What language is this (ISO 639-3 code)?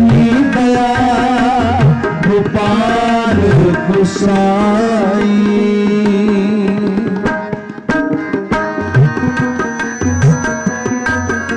hin